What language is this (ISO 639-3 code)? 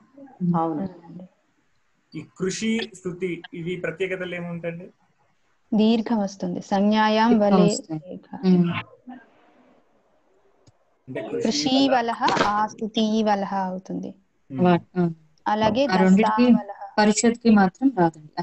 tel